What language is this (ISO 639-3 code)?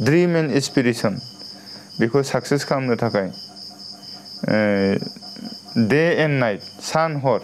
brx